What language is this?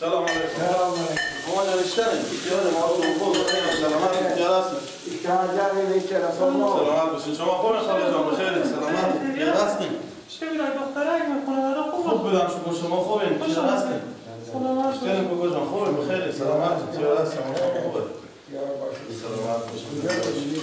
Persian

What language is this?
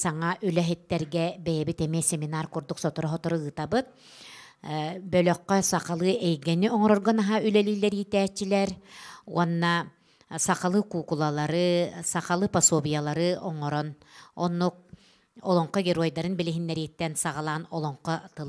Yakut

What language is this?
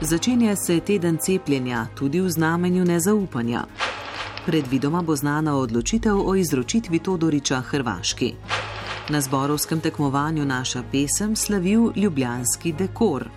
Slovenian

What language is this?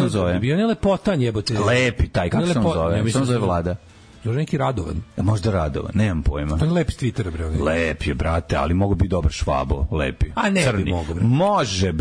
Serbian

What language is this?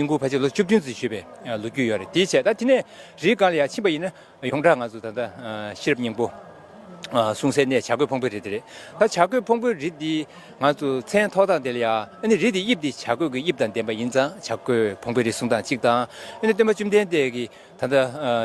Tibetan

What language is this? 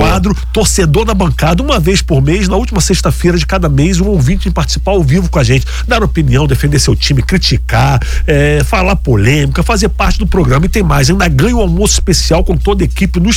Portuguese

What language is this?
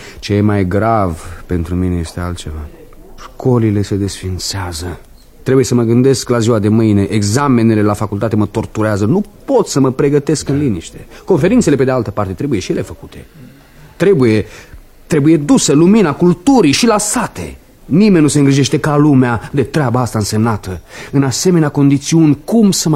Romanian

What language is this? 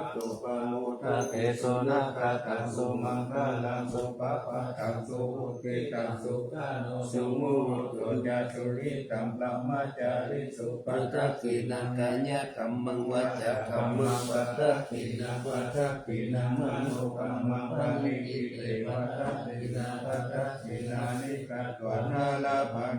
Pali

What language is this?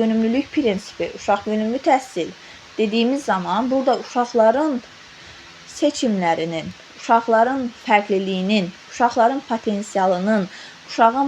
Azerbaijani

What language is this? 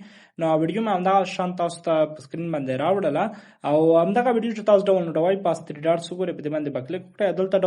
Pashto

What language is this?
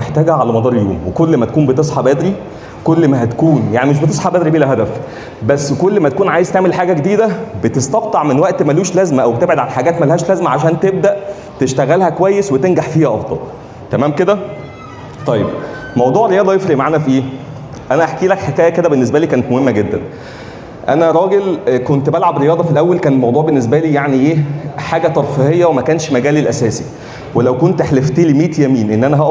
Egyptian Arabic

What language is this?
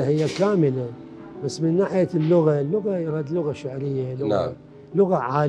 Mesopotamian Arabic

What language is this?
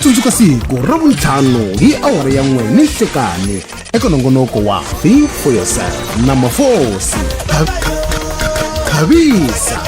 Tsonga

